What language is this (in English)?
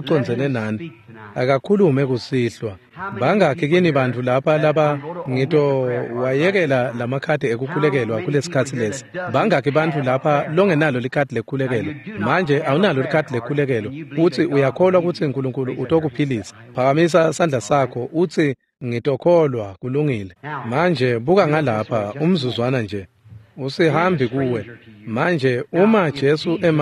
Swati